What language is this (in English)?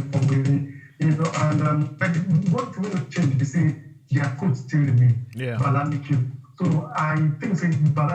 Nigerian Pidgin